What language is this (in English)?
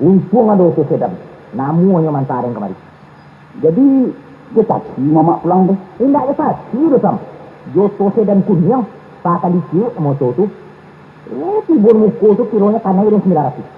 Minangkabau